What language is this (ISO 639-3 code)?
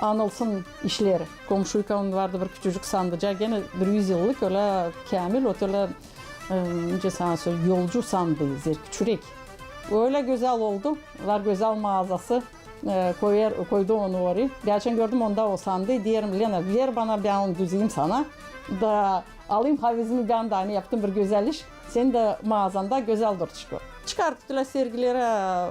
gag